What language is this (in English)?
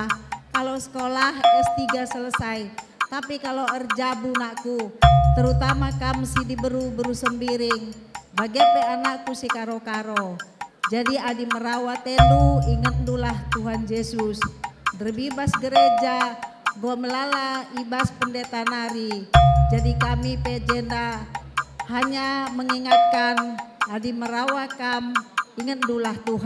Batak Karo